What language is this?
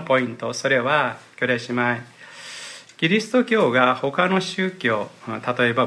Japanese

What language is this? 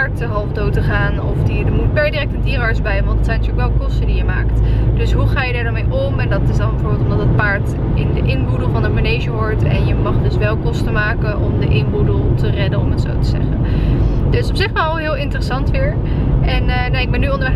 Dutch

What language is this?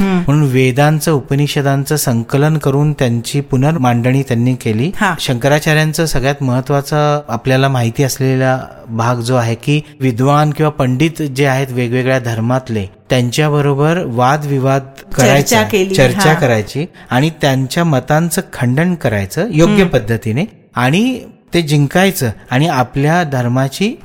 Marathi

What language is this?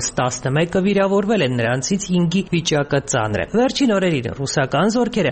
Armenian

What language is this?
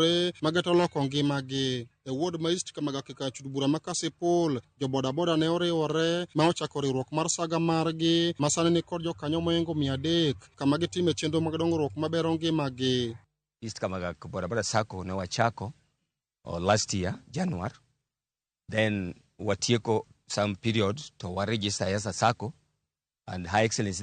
Luo (Kenya and Tanzania)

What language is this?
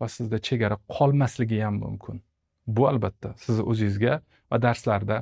Uzbek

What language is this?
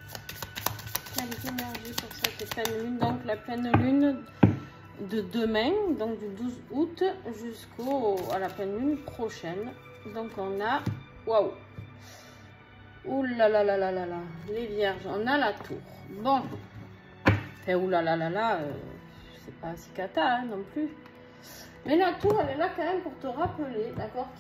French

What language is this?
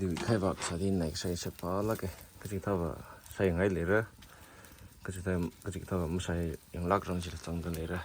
Tangkhul Naga (India)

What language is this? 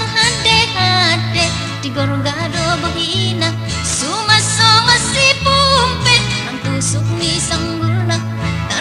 Batak Toba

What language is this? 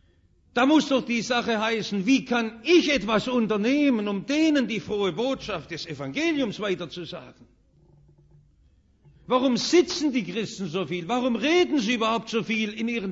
German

